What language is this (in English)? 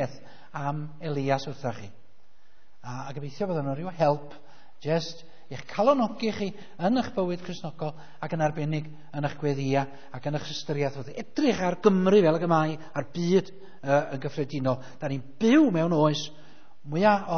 Welsh